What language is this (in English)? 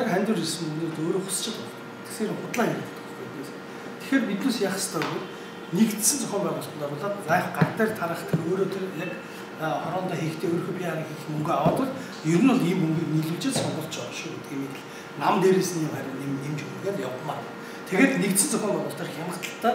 Mongolian